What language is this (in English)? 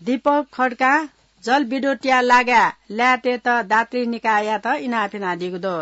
Newari